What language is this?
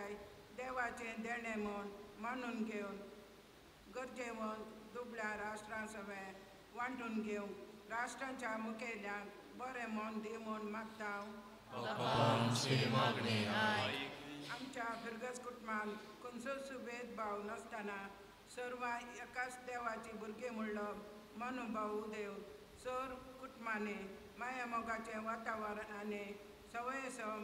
Konkani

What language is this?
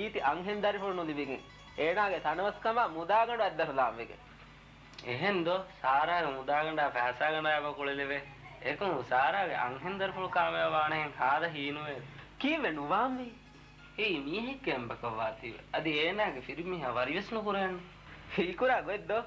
Divehi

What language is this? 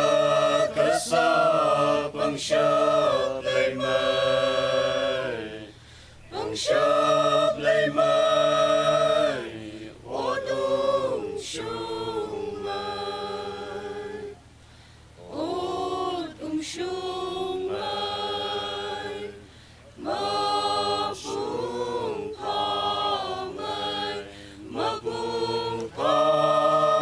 Tangkhul Naga (India)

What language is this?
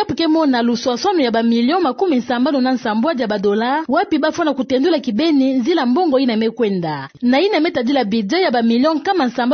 Kituba (Democratic Republic of Congo)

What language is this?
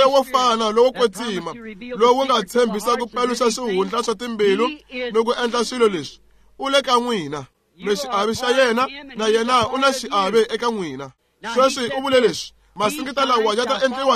Tsonga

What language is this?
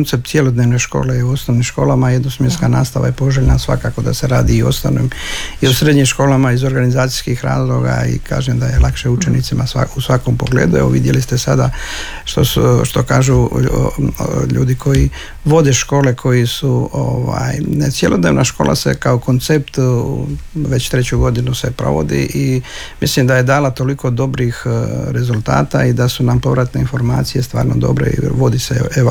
Croatian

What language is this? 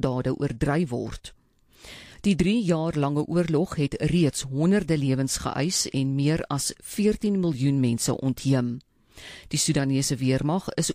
Afrikaans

